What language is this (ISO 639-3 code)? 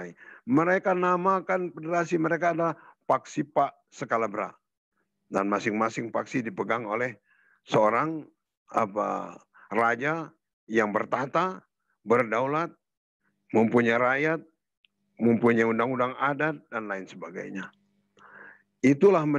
ind